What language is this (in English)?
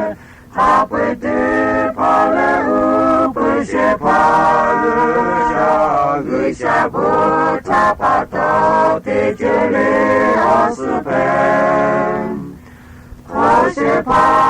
Lahu